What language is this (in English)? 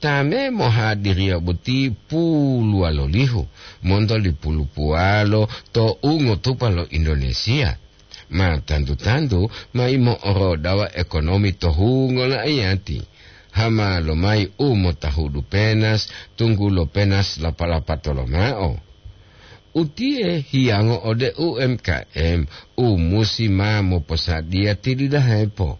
Gorontalo